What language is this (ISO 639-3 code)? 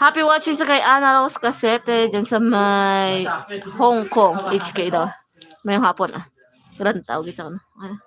hil